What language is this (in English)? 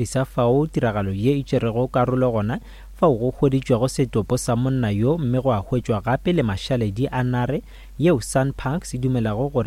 Northern Sotho